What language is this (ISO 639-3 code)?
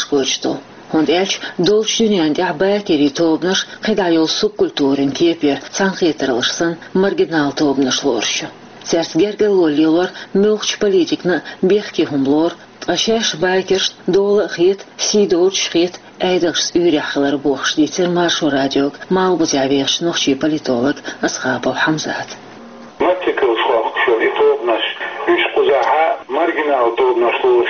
che